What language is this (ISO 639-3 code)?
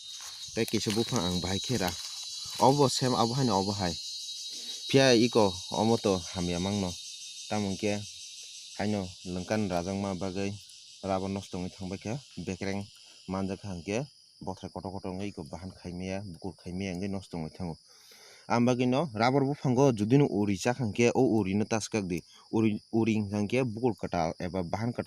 trp